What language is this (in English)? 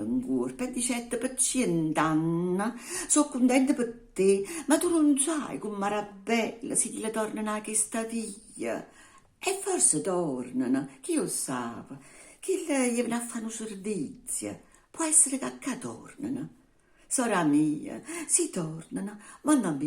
Neapolitan